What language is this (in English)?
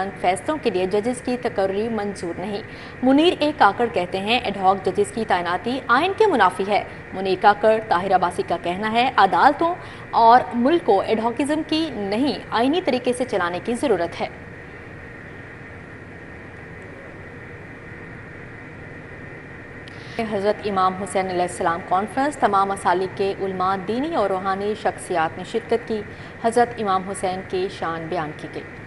Urdu